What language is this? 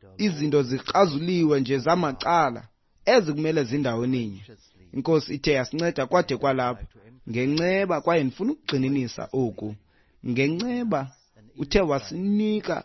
Xhosa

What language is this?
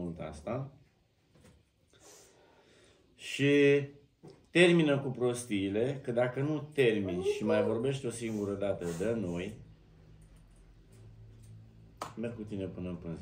Romanian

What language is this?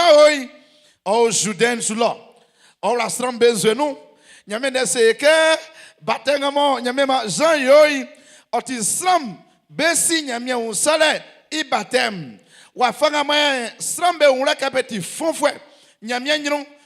Baoulé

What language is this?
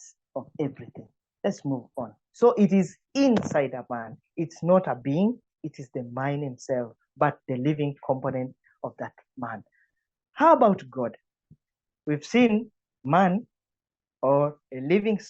English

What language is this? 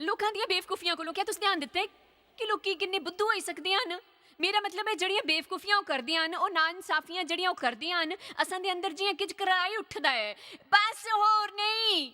Dogri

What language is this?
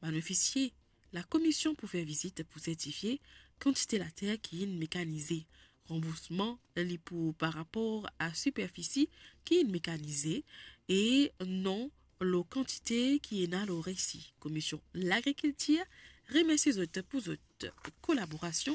Morisyen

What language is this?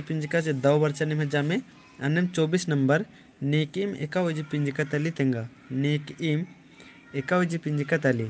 Kurukh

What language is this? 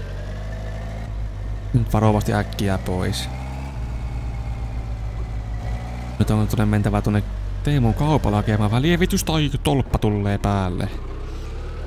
Finnish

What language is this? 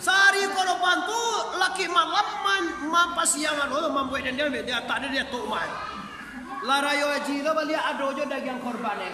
Minangkabau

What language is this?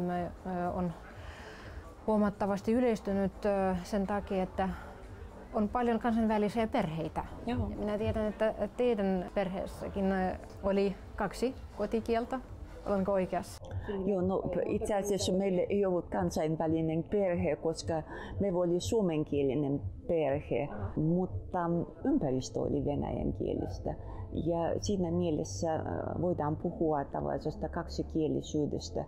Finnish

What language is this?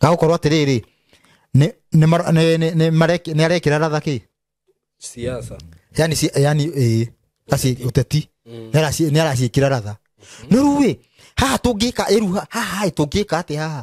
Kikuyu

